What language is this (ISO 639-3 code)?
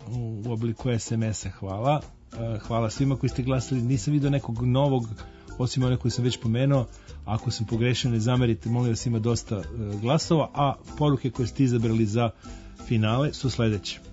srp